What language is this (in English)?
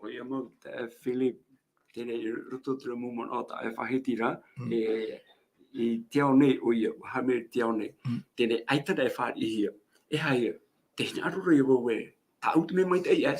Tahitian